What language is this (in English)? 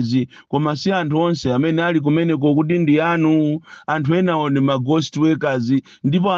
Nyanja